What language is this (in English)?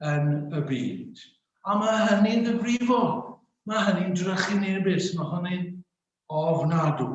Welsh